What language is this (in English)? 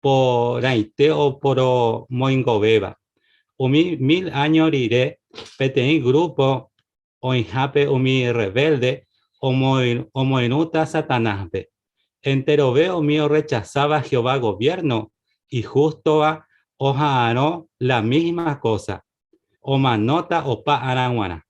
Guarani